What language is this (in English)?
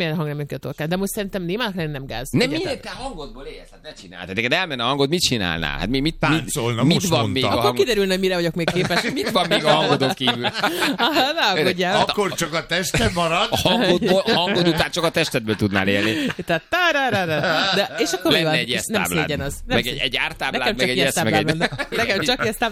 Hungarian